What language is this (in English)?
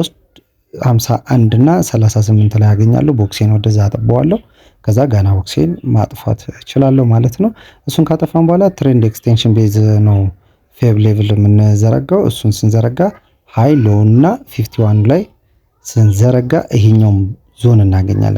Amharic